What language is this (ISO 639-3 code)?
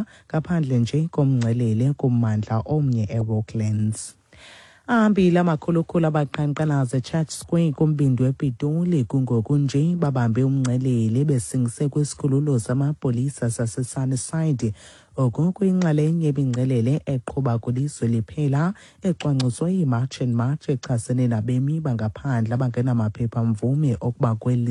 xho